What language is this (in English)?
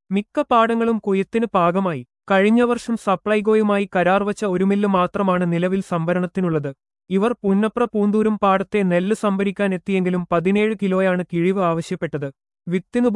Malayalam